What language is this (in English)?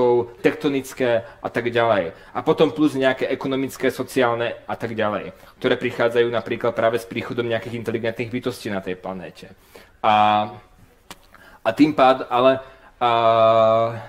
Slovak